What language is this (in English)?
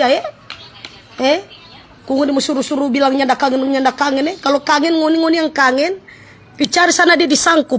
Manado Malay